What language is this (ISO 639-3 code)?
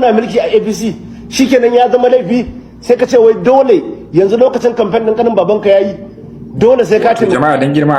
hau